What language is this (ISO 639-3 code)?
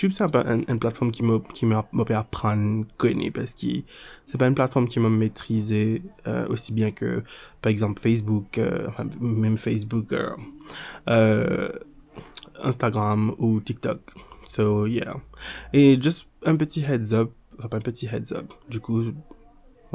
mfe